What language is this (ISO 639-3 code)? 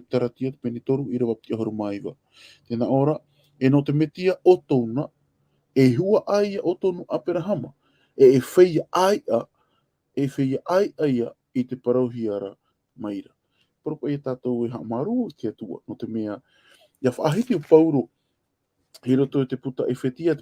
tah